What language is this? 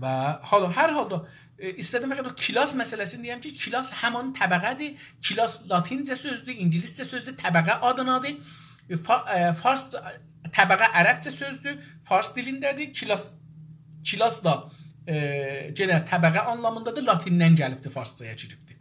South Azerbaijani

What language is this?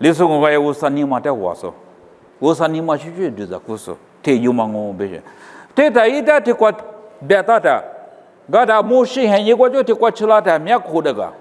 Lisu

